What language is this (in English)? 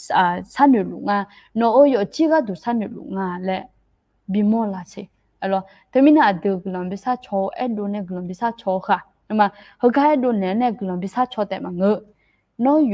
Akha